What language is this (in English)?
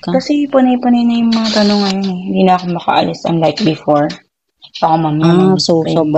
Filipino